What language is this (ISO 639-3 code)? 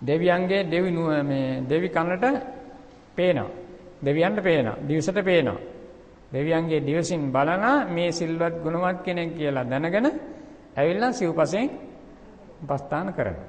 sin